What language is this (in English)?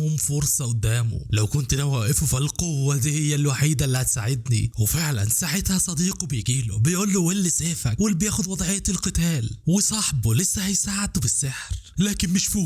Egyptian Arabic